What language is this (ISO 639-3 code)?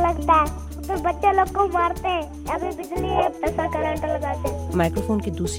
urd